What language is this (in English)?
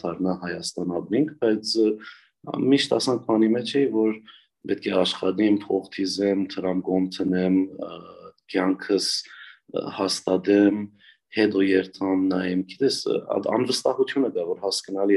Armenian